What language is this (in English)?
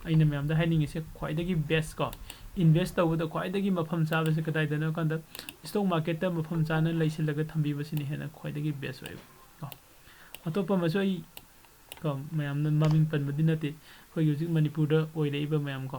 Manipuri